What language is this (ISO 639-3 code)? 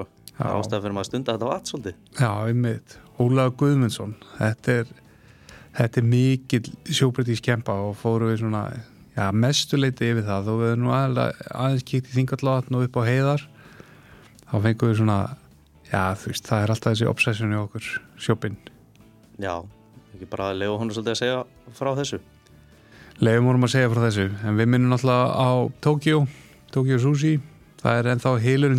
isl